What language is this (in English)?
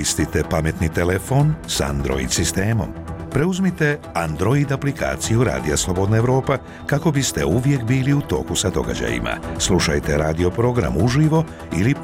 Bosnian